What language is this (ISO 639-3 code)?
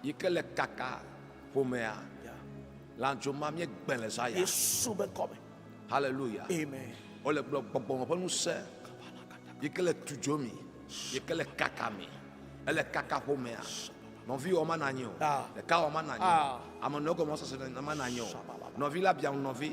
ewe